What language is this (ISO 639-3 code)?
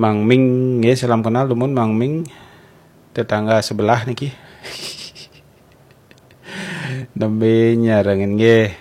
ban